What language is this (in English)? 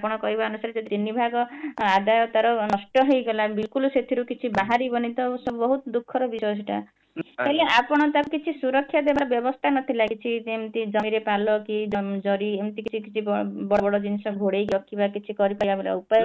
Odia